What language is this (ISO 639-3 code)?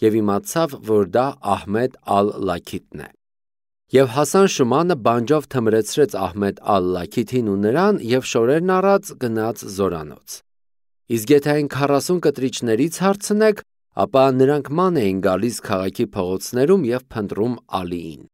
hye